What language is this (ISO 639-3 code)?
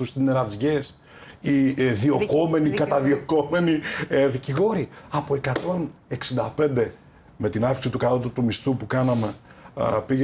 ell